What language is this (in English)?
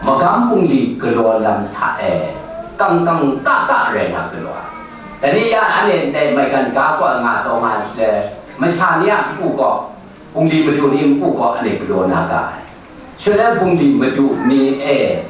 Kachin